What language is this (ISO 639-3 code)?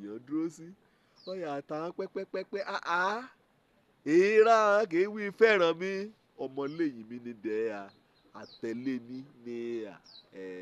yor